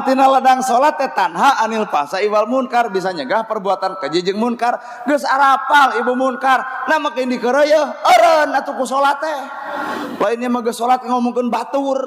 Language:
Sundanese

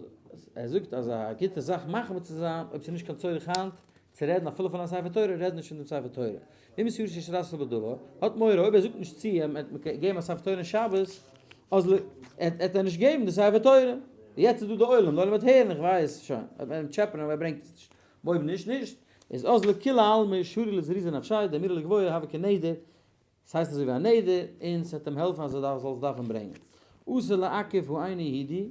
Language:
Yiddish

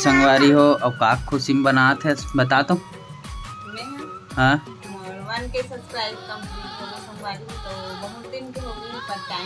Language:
Chhattisgarhi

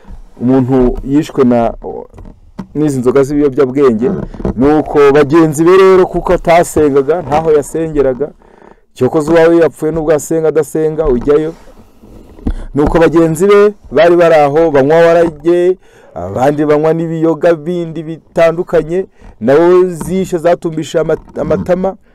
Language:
Kinyarwanda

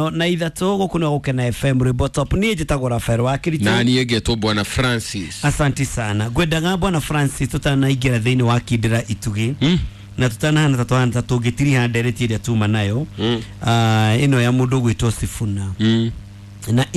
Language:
Kikuyu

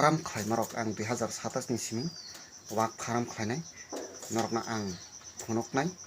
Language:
Kok Borok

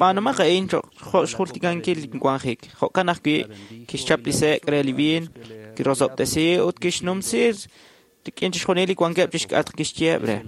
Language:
Kekchí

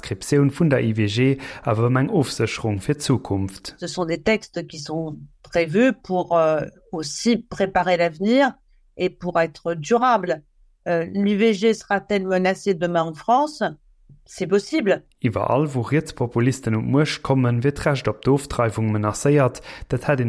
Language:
Luxembourgish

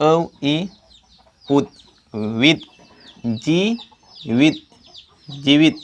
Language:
Santali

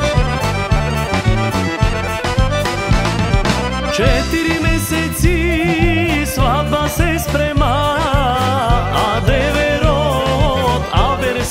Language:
Macedonian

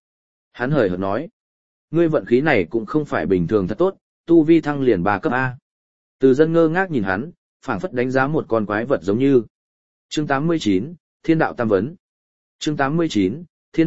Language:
Vietnamese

